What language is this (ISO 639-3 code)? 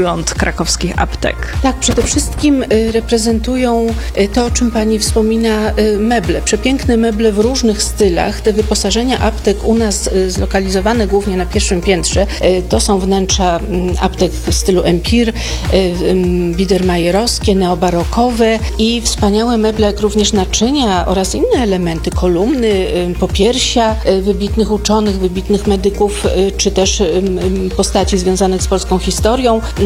pol